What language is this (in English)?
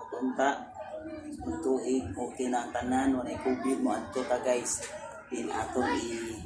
Cebuano